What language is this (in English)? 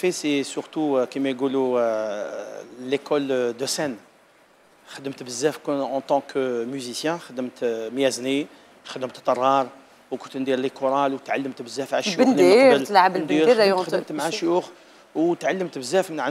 Algerian Arabic